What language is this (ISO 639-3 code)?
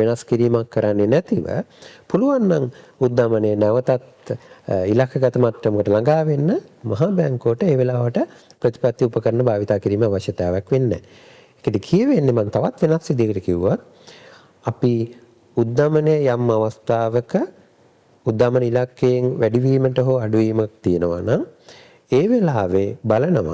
sin